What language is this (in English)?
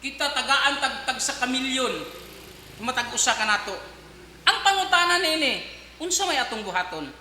Cebuano